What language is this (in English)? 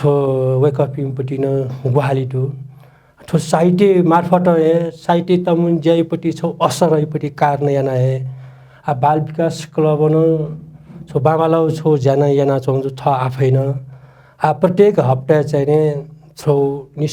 Newari